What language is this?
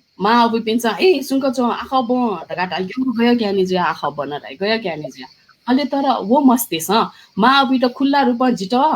Newari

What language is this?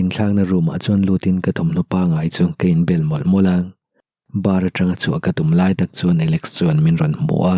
Mizo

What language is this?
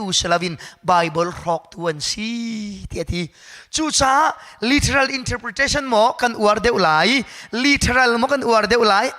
Hakha Chin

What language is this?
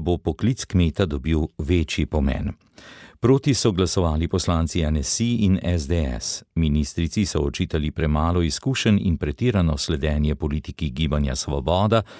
Slovenian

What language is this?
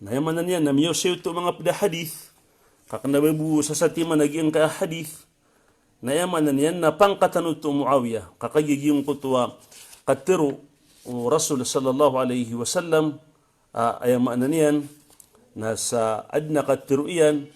Maranao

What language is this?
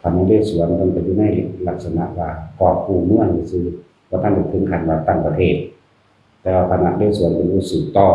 Northeastern Thai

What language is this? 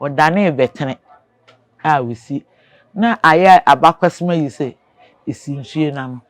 Akan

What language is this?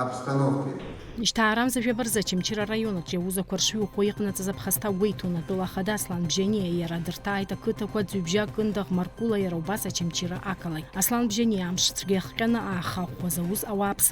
Abkhazian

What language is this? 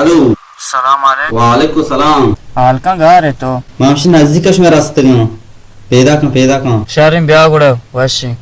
Baluchi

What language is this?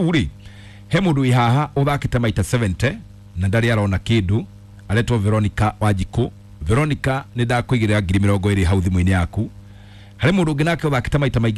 Kikuyu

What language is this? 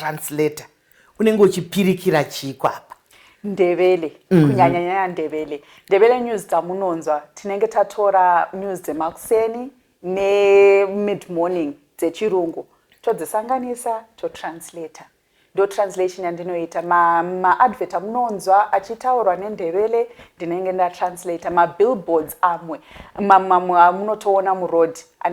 Shona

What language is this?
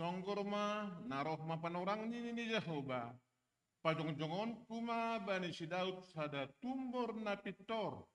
Batak Simalungun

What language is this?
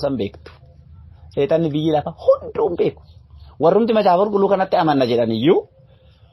Oromo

